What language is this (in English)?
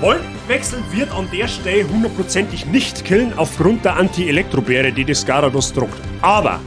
Bavarian